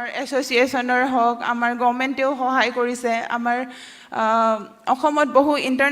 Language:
Assamese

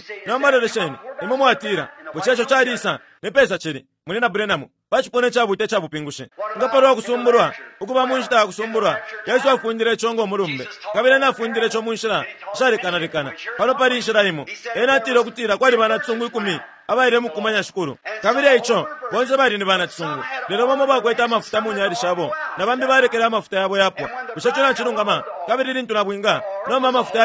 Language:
Bemba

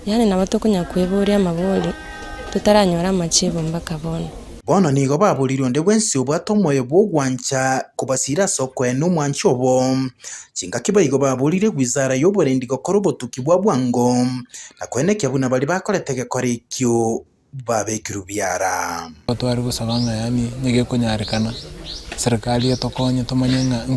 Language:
Gusii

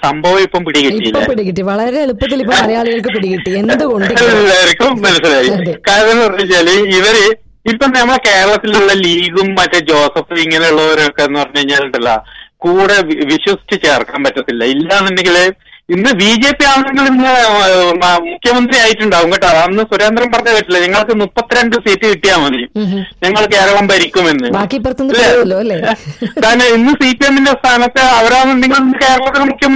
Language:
Malayalam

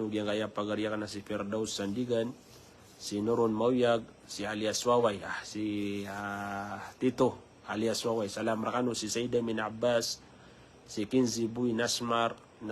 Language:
Maranao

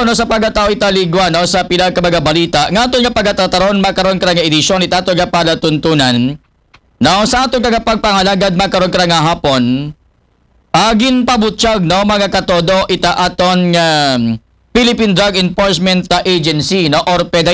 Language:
Aklanon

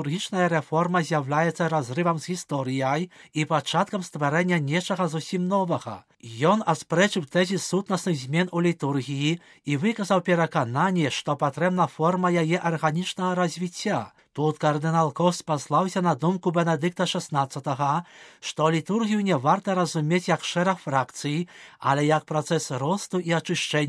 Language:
Belarusian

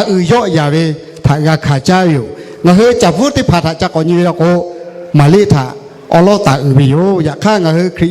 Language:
Lahu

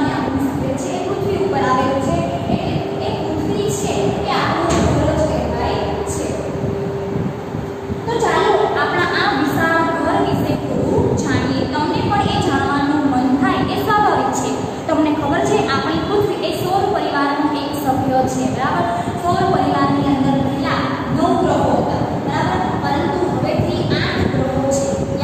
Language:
Gujarati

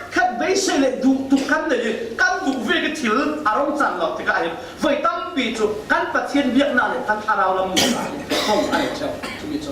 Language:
Falam Chin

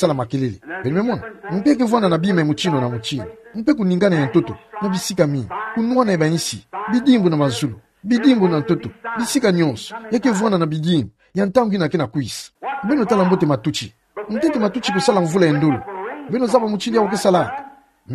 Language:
Kituba (Democratic Republic of Congo)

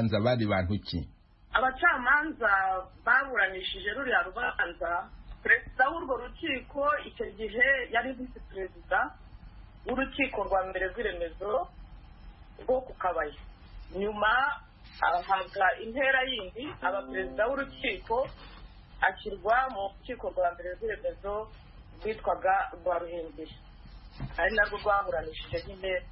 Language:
Kinyarwanda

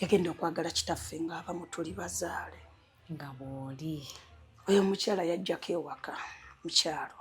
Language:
Ganda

